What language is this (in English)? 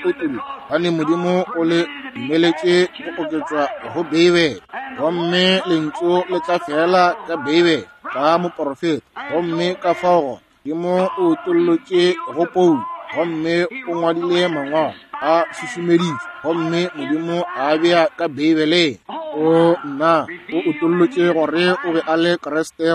Northern Sotho